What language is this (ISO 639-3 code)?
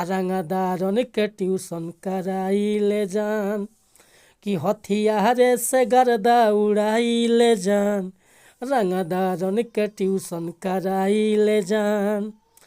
bho